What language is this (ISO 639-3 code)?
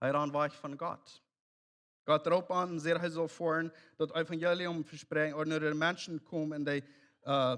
pdt